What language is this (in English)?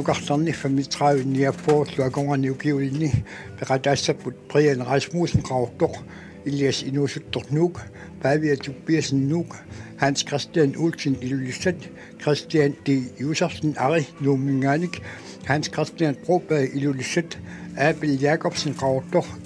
Kalaallisut